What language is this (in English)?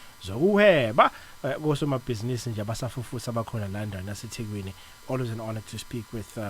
Zulu